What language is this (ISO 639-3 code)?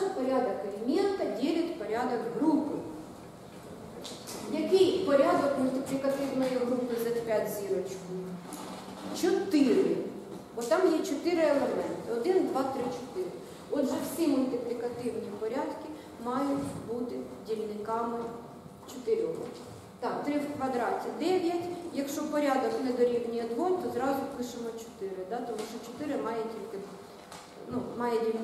ukr